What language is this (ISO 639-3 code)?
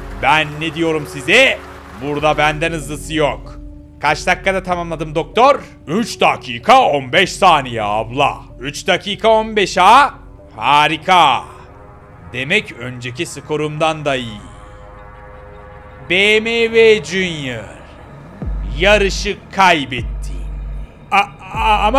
tur